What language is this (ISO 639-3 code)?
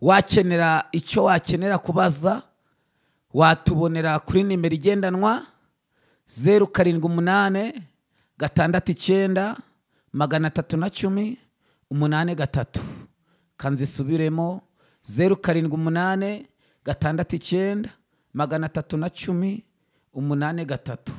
kin